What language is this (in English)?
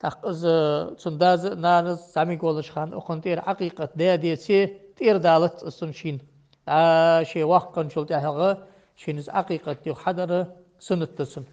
Ingush